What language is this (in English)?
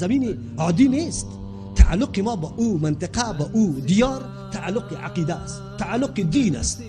Persian